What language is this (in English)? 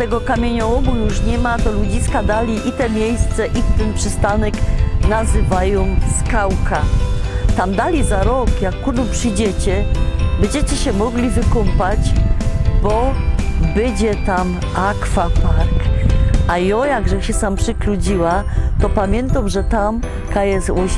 Silesian